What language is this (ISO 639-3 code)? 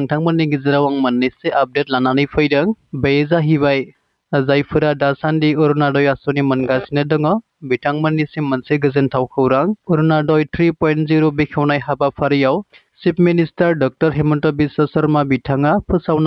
brx